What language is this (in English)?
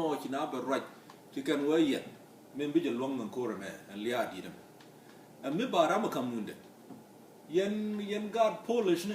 Nuer